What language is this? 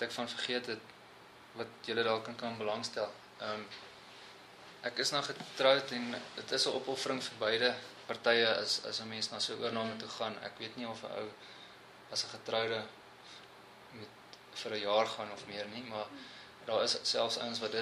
Afrikaans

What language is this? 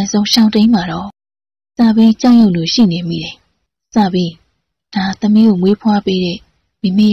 Burmese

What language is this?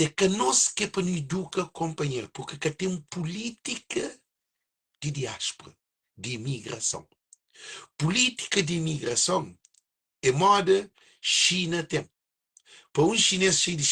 Kabuverdianu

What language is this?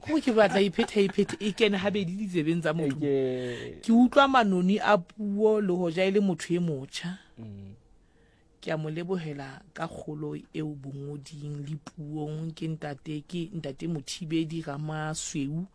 Southern Sotho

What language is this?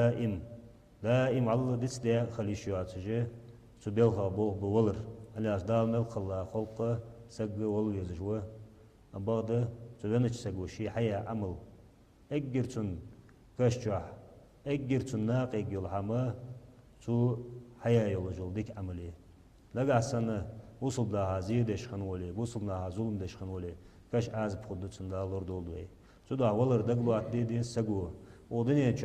Ingush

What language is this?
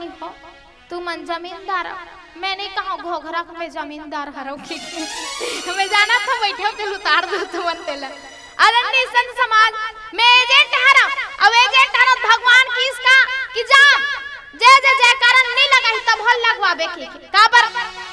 Chhattisgarhi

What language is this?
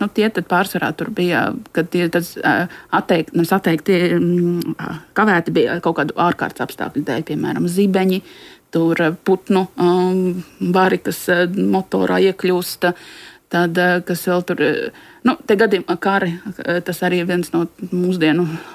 Latvian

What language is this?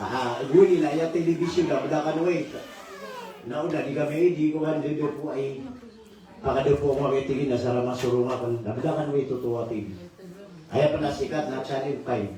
Maranao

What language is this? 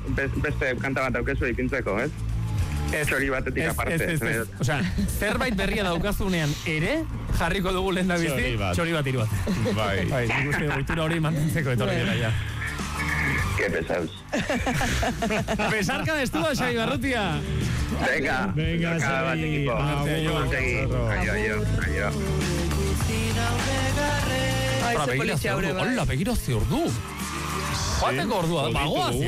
Basque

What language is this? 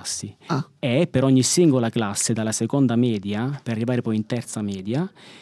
Italian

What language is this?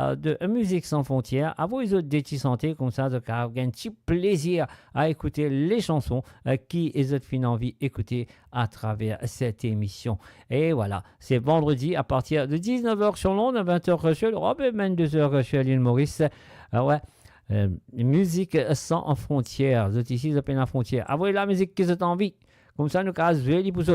Morisyen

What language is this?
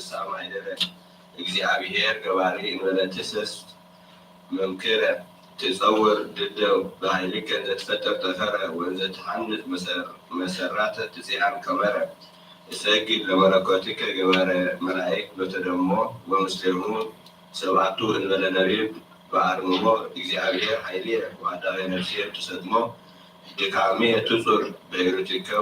Geez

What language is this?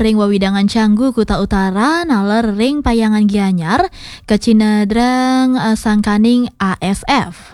Balinese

